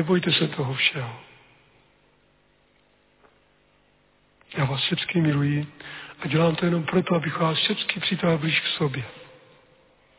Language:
Czech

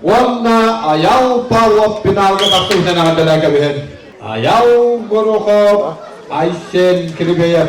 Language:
Yakut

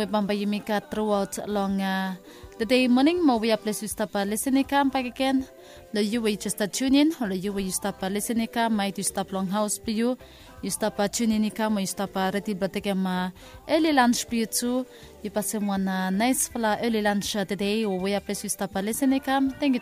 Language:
Bislama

